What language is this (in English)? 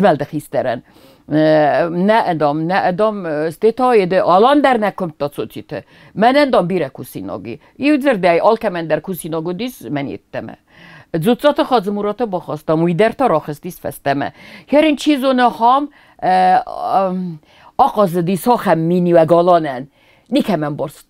Ossetic